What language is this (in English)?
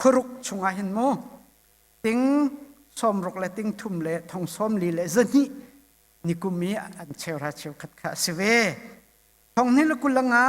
Hakha Chin